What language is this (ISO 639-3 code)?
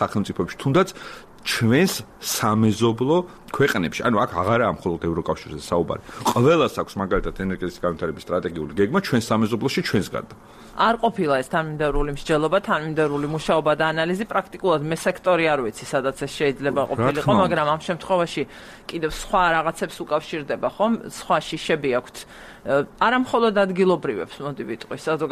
kat